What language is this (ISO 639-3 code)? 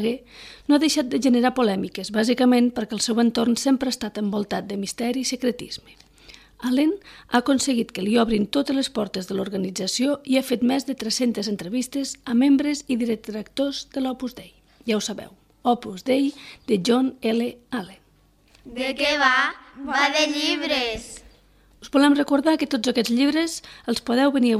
cat